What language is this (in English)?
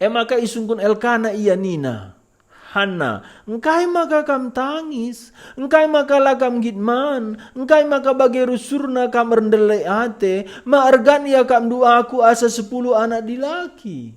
Batak Karo